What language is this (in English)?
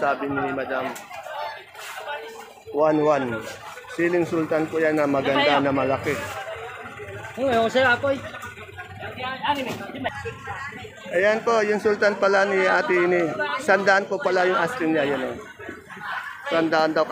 Filipino